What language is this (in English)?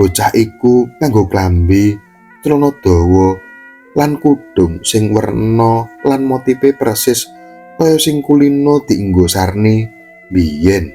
Javanese